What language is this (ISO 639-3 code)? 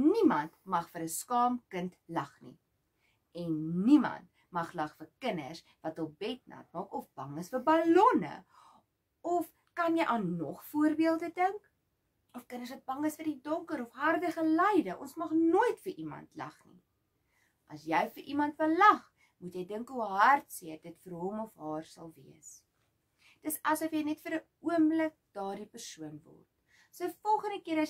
afr